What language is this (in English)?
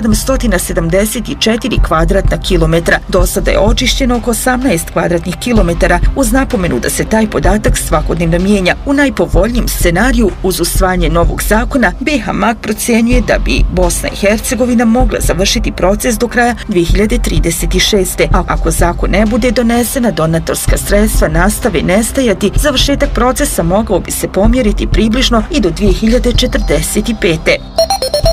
Bosnian